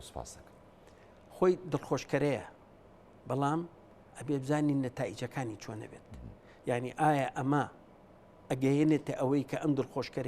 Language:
Central Kurdish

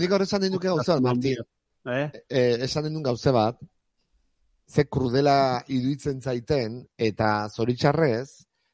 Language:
Basque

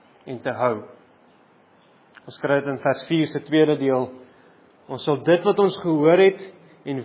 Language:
Afrikaans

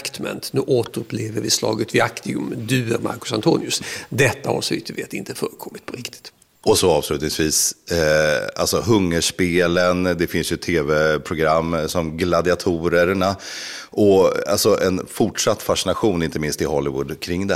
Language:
Swedish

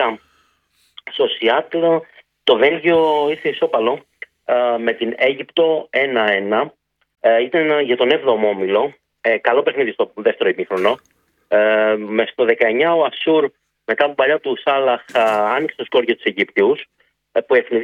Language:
Greek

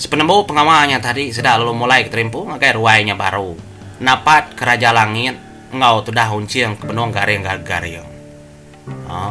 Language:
Iban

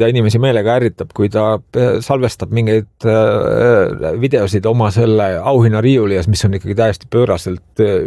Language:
Estonian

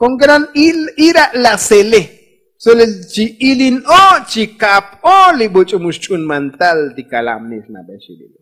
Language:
Tzotzil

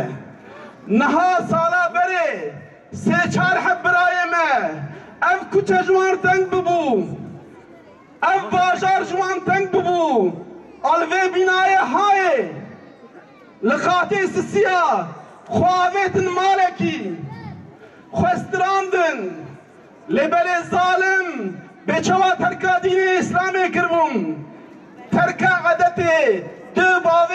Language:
Turkish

